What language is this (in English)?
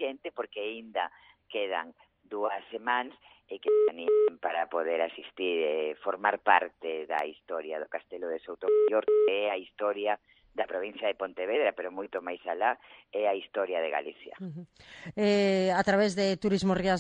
Galician